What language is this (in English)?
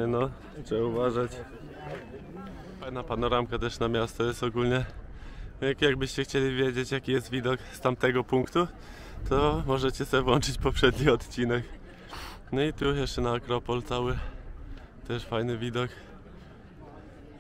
Polish